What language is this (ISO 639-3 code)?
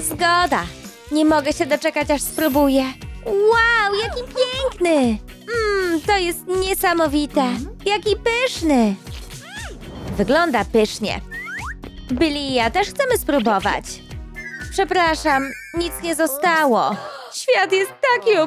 pol